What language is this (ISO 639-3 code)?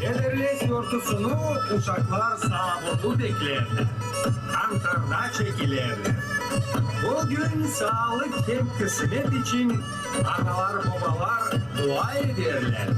gag